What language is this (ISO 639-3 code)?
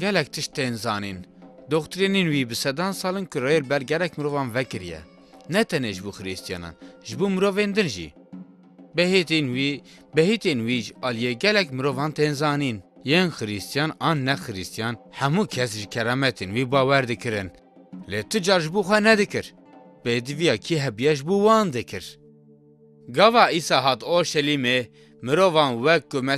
kur